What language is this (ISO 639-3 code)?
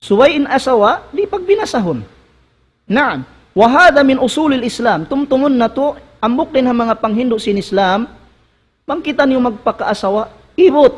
tsg